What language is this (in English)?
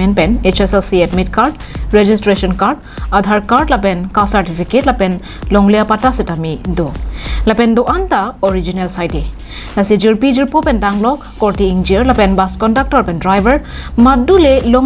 Karbi